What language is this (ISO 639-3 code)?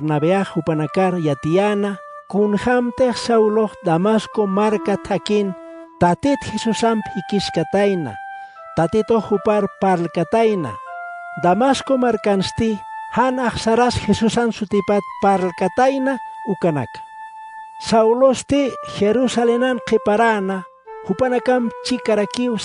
aym